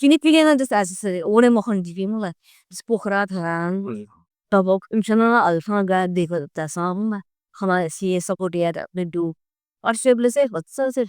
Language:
Newari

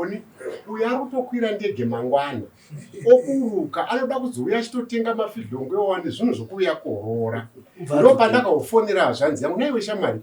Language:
Shona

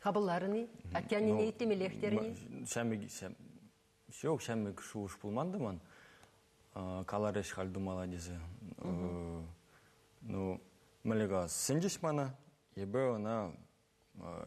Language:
Chuvash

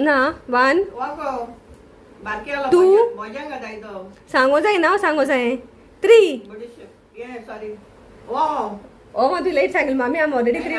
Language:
Konkani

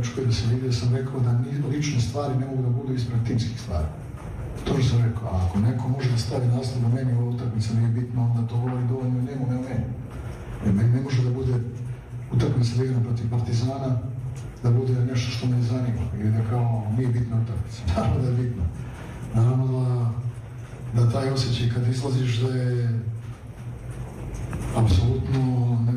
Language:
Serbian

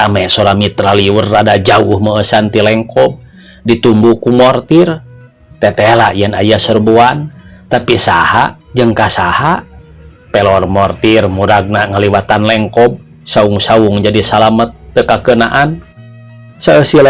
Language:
Sundanese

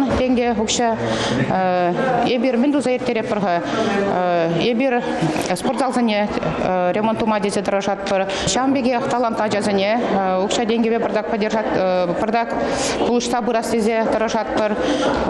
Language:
Chuvash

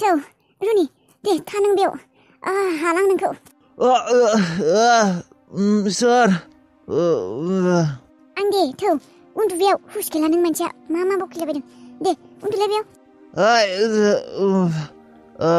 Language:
Bodo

